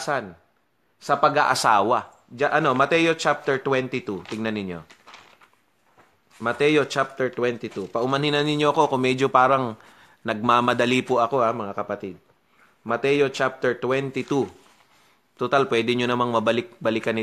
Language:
Filipino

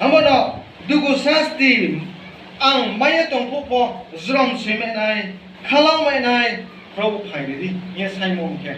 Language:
Riang (India)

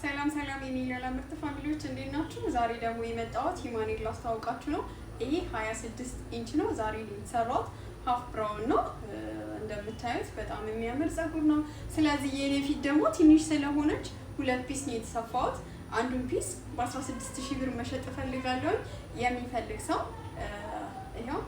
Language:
Amharic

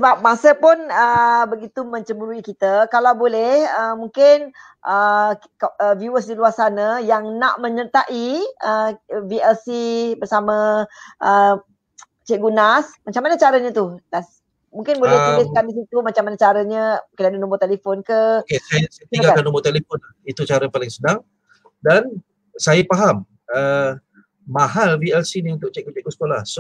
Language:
Malay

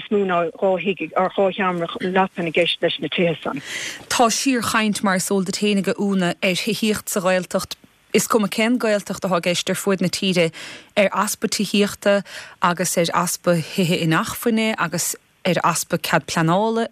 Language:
Irish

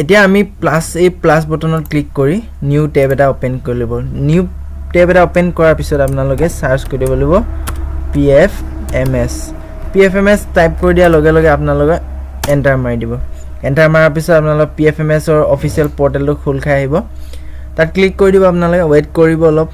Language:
Assamese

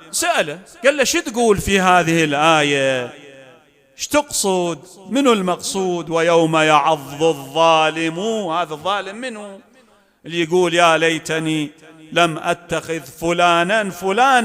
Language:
Mesopotamian Arabic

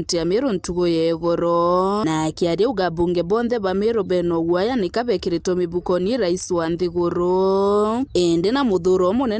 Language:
Meru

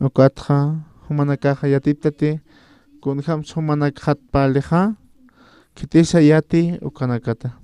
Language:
Aymara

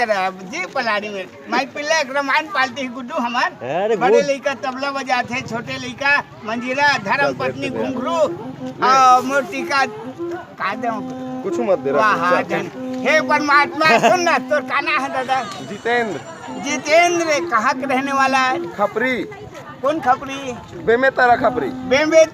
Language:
Chhattisgarhi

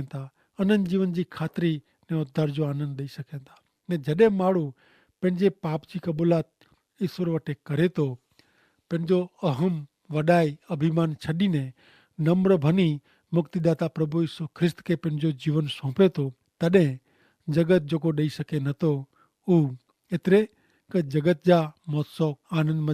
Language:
Kachhi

